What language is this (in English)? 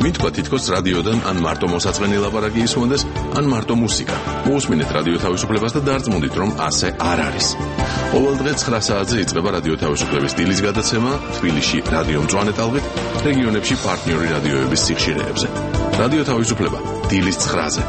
Georgian